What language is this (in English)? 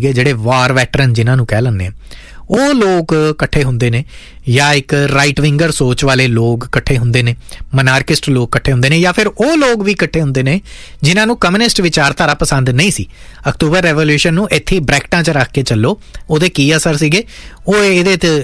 Punjabi